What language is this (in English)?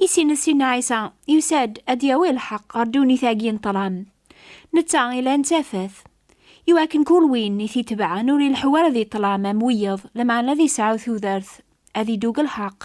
Kabyle